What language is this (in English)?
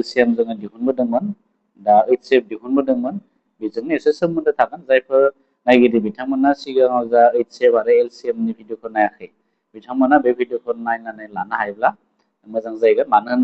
Bodo